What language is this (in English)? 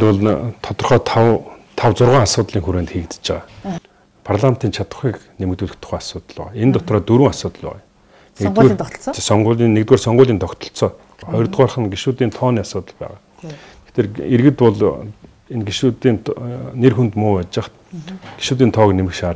Mongolian